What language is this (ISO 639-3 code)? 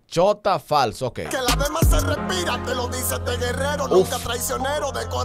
spa